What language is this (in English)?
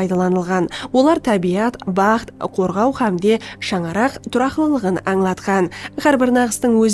Kara-Kalpak